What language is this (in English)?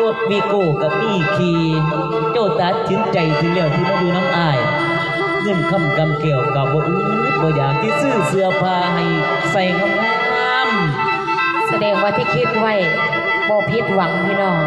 Northeastern Thai